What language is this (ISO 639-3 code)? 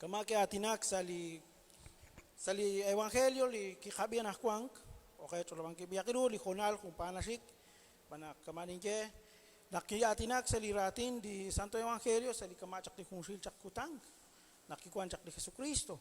kek